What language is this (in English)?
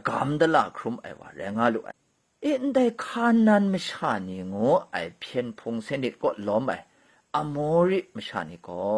Kachin